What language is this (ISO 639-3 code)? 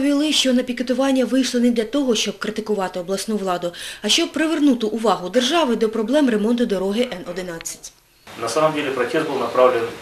ukr